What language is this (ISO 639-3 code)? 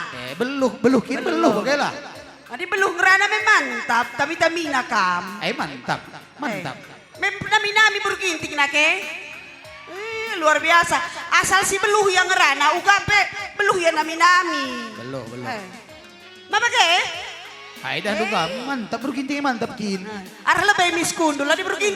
btx